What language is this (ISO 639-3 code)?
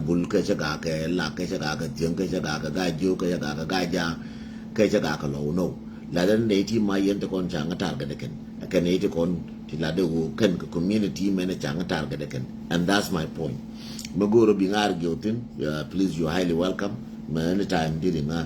nus